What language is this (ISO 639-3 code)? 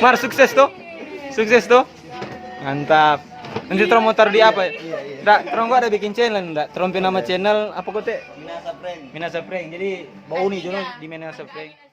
xmm